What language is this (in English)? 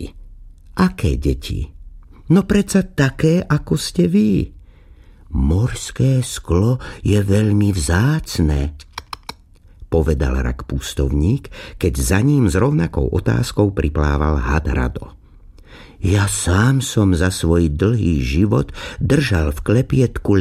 Slovak